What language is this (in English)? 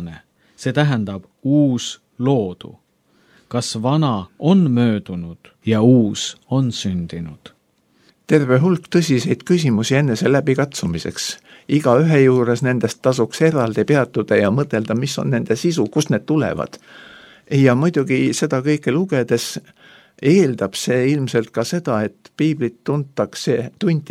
Estonian